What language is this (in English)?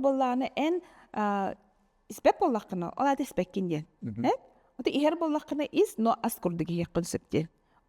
Yakut